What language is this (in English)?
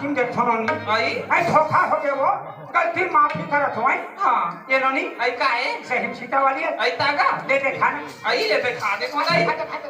Chhattisgarhi